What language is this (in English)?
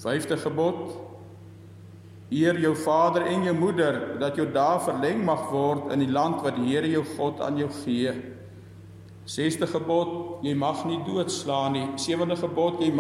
Afrikaans